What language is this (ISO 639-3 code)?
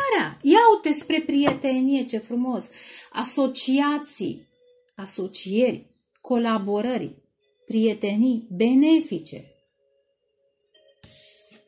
ron